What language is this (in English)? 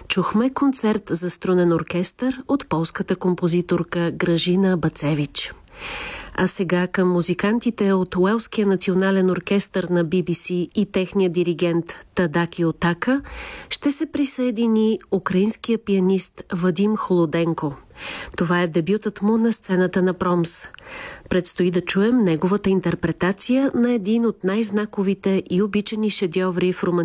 Bulgarian